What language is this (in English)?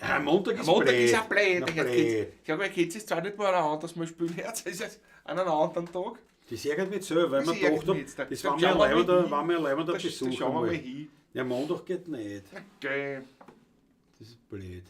Bavarian